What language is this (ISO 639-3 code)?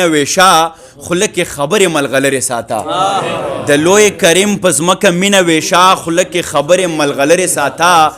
pus